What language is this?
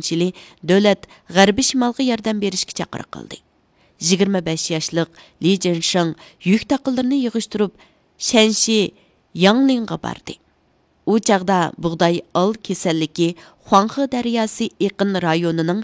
Uyghur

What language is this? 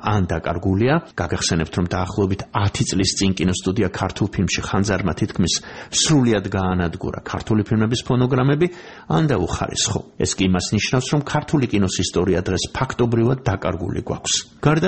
Georgian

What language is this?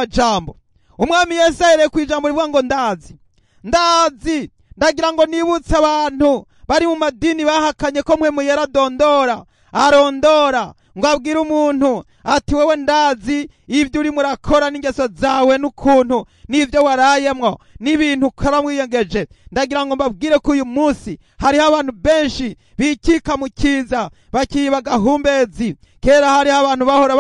Rundi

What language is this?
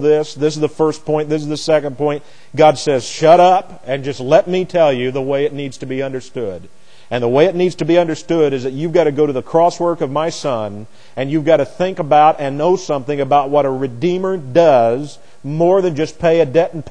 English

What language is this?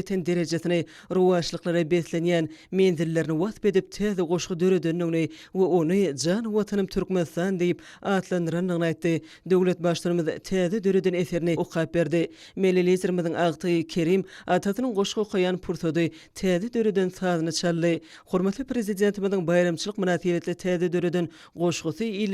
Turkmen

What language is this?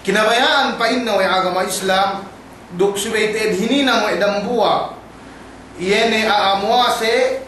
Yakan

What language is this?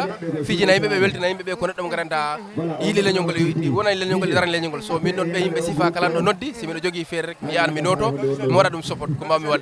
Fula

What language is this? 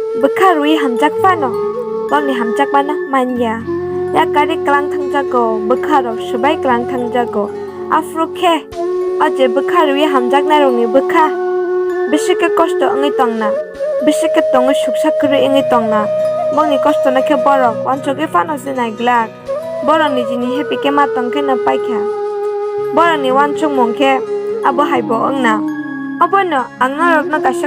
Kok Borok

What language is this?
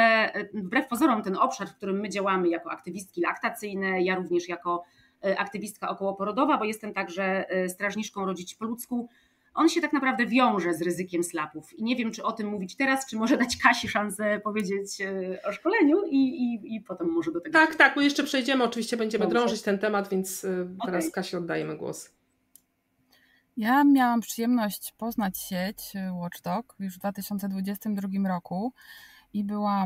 Polish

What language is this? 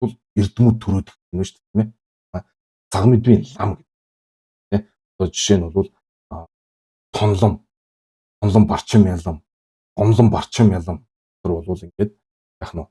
Mongolian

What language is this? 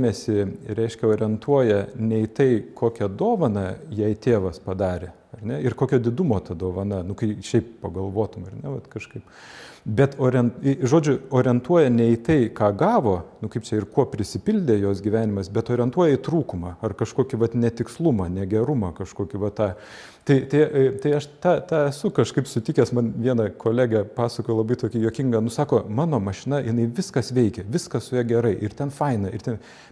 Lithuanian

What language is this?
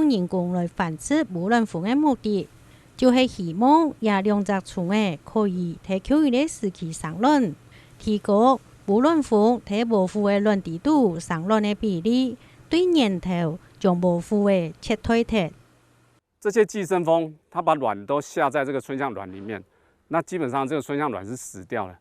Hakka Chinese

